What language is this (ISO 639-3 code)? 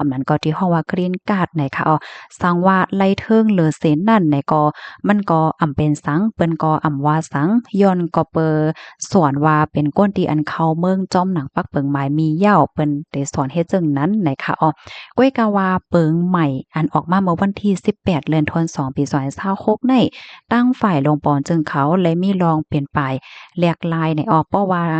shn